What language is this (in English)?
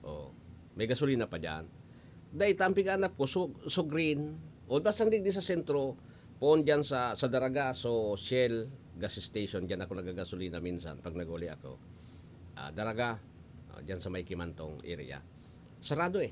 Bikol